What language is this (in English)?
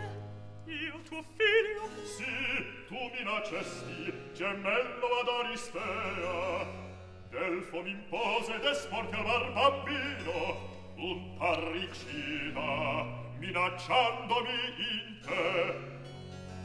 Italian